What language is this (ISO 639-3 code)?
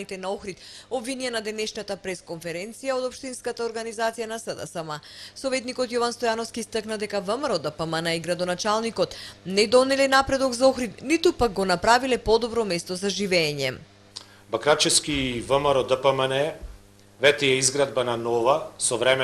mkd